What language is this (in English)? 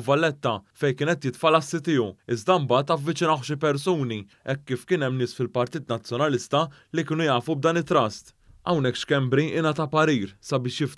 Maltese